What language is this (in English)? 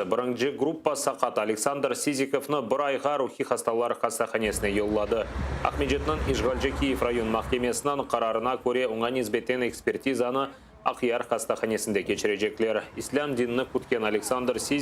Crimean Tatar